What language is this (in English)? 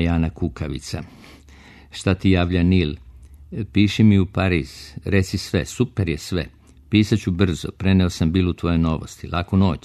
Serbian